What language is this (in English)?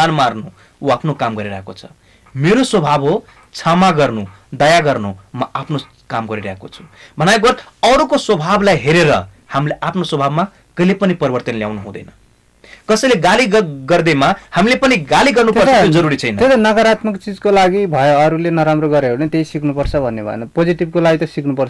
Nepali